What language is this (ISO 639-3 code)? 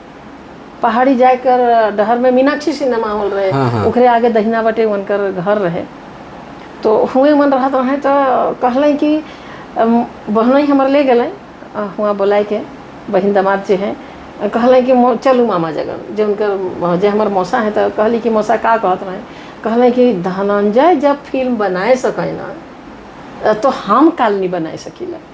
sck